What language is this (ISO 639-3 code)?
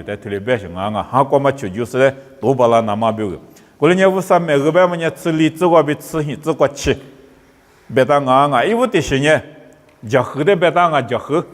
lis